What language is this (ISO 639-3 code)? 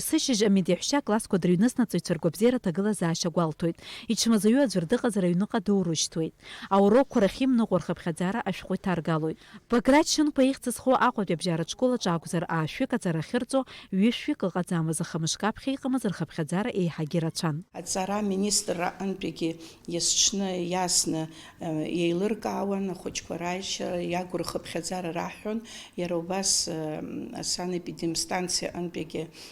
abk